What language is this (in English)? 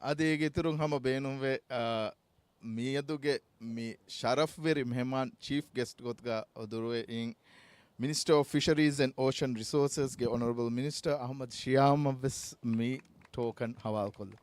Divehi